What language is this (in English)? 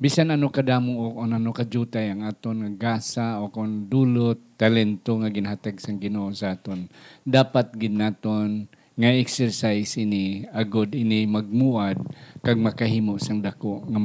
Hiligaynon